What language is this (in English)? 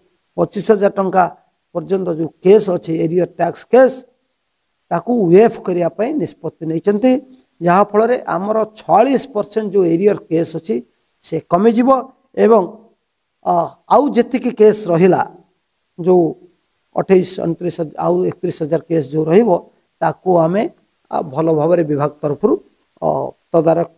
Odia